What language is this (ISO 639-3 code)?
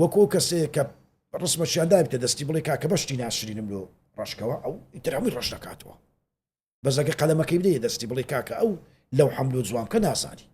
ckb